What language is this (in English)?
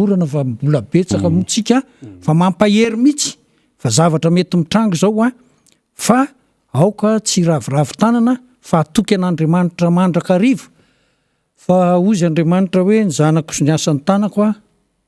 Malagasy